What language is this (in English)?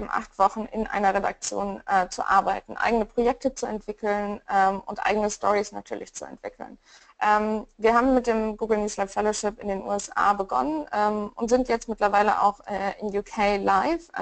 German